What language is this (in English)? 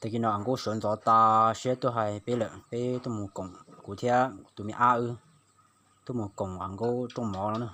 Hmong